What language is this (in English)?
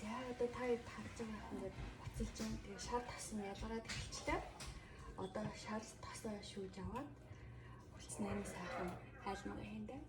Mongolian